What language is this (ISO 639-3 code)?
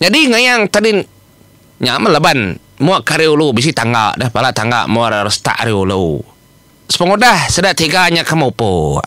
iba